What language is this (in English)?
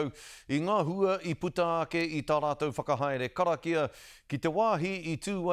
Māori